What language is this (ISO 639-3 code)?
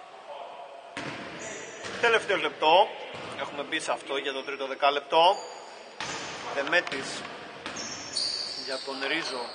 ell